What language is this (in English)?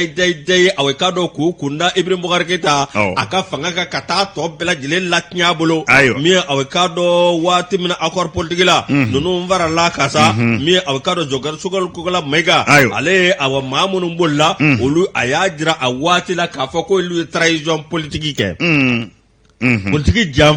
Bambara